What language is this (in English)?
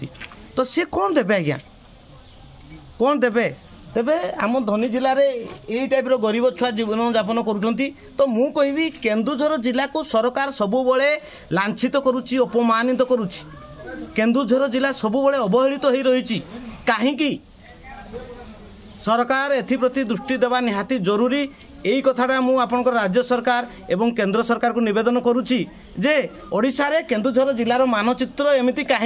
Odia